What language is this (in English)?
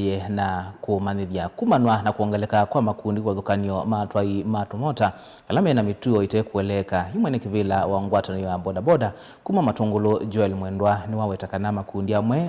Kamba